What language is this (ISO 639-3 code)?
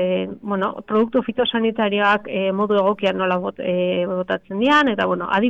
eus